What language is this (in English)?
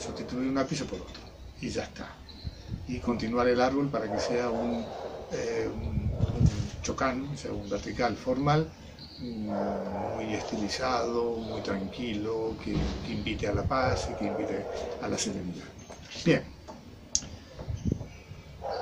Spanish